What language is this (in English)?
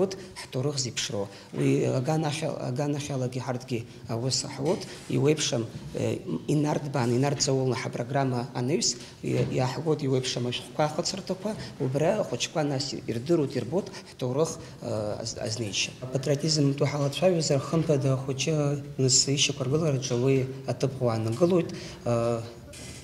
Abkhazian